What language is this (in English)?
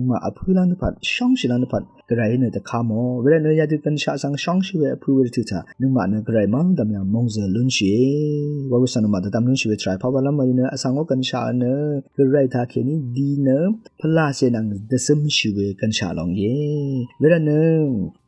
Rawang